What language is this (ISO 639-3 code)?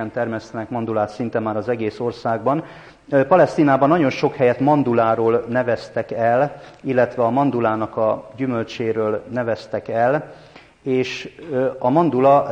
hun